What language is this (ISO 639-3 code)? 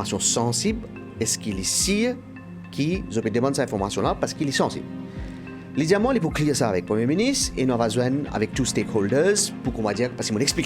mfe